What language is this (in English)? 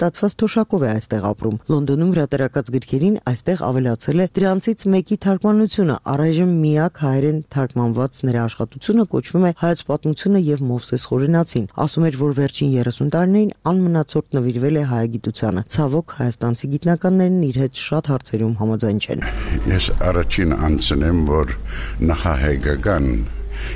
Armenian